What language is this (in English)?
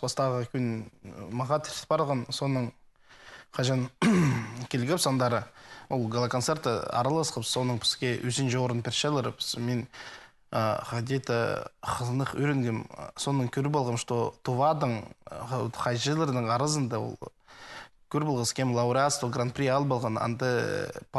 Khakas